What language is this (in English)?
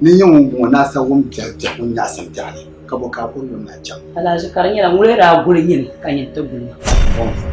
Dagbani